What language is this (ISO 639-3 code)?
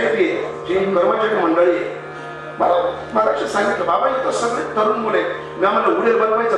mar